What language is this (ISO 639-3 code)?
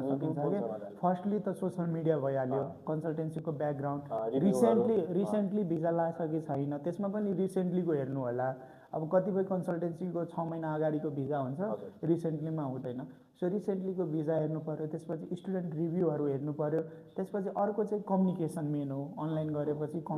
nep